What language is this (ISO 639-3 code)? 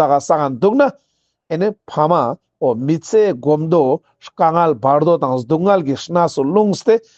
lbj